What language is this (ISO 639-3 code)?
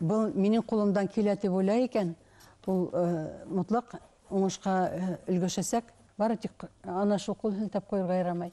bak